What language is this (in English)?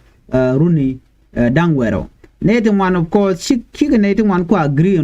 Nuer